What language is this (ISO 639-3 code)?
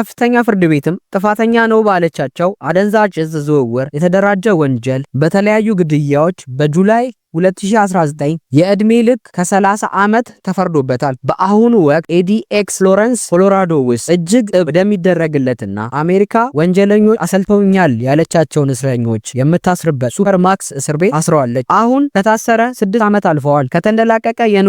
amh